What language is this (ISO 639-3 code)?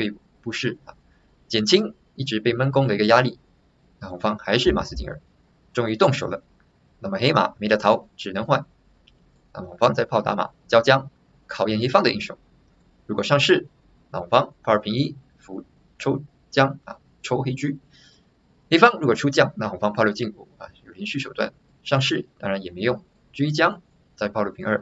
zho